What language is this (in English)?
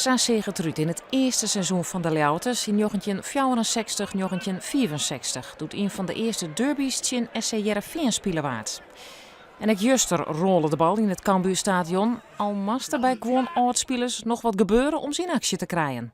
Western Frisian